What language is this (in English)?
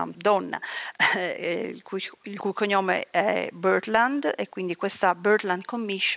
Italian